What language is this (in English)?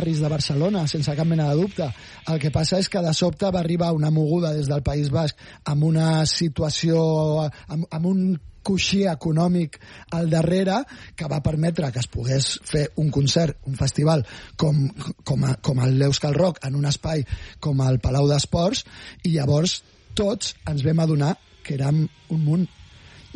Catalan